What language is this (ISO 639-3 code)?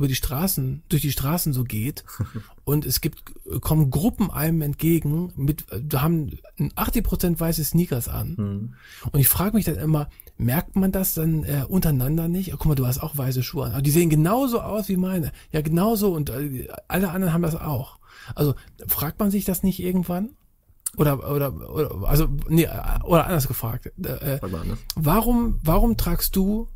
deu